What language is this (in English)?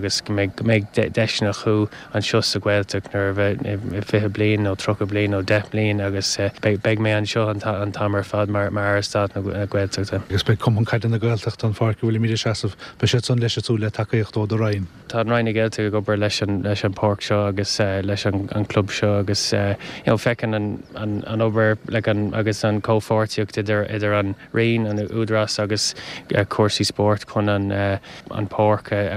Irish